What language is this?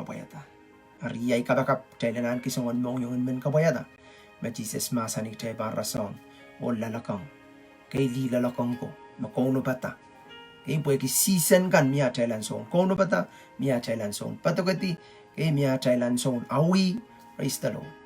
Pohnpeian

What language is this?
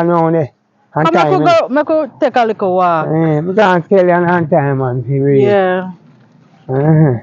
Jamaican Creole English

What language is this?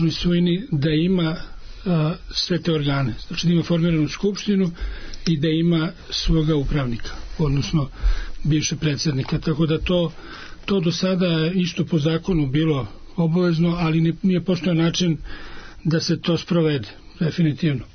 Serbian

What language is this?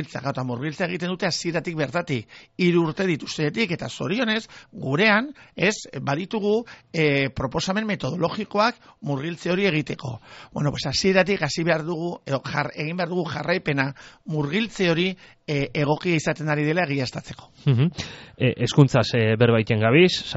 Basque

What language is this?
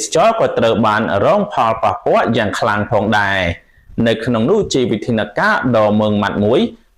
Khmer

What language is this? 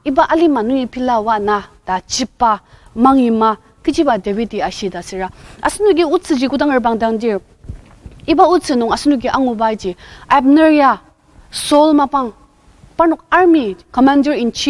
Ao Naga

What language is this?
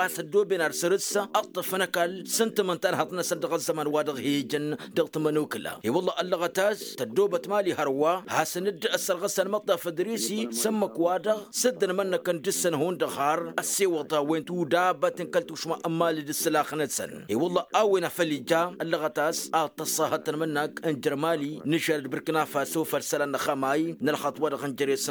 Tamasheq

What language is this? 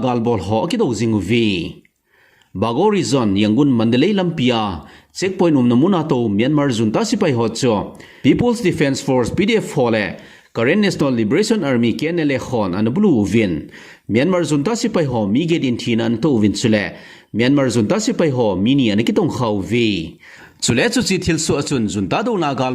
Thado Chin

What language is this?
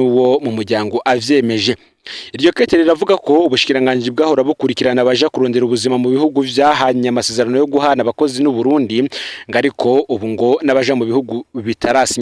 Rundi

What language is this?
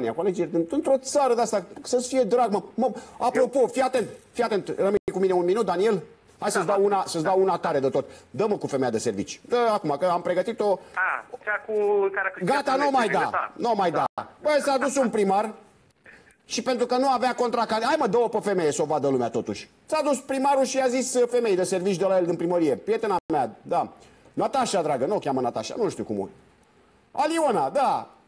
Romanian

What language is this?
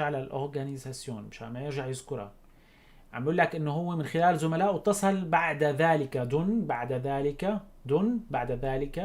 North Levantine Arabic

